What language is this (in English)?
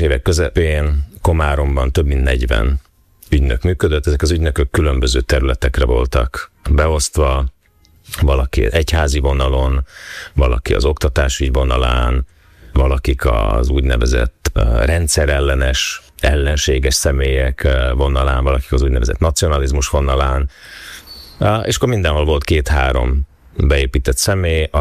Hungarian